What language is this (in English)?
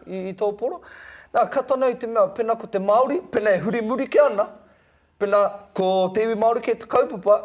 Māori